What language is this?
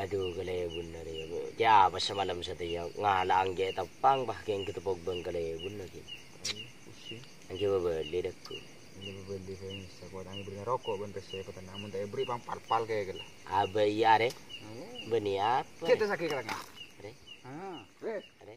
Madurese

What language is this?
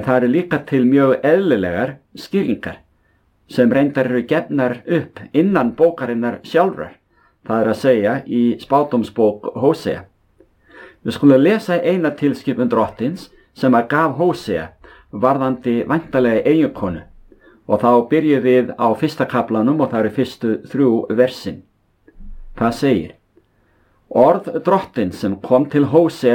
Icelandic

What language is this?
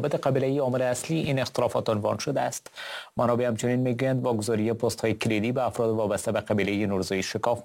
Persian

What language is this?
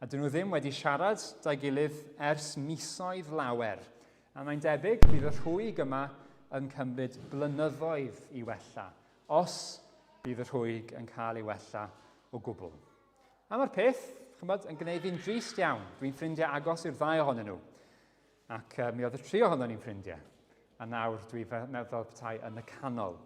Welsh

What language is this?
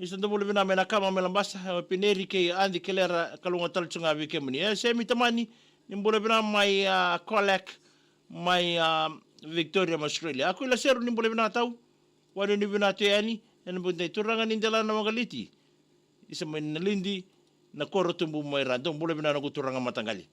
Fijian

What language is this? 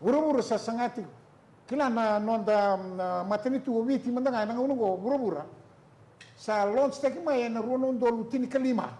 Fijian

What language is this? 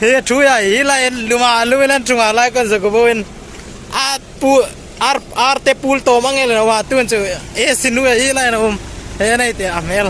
Hmar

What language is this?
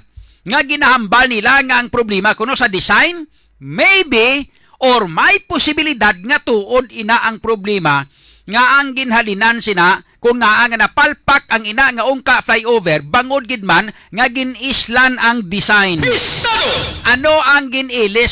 Hiligaynon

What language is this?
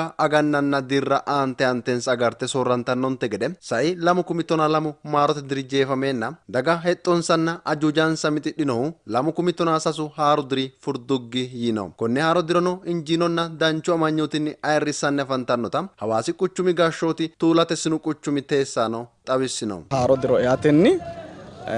Sidamo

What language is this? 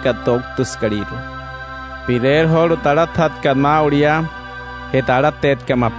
Wayuu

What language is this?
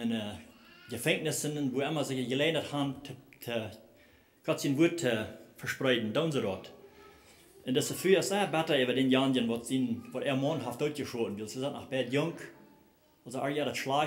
Plautdietsch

